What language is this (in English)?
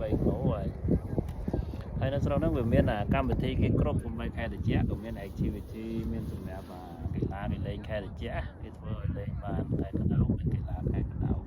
Khmer